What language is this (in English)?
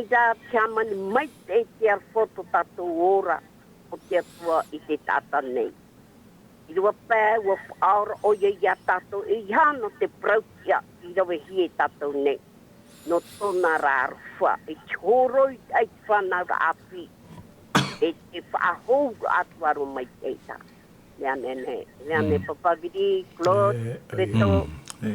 Tahitian